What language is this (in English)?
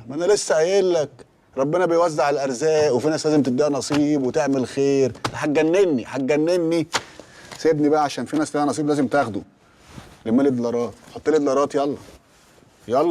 Egyptian Arabic